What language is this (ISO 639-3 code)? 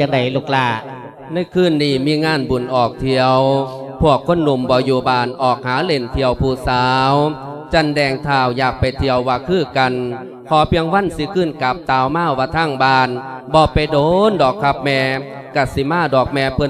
lao